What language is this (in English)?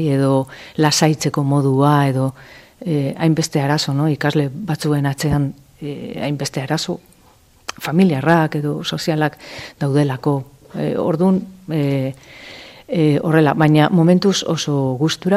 Basque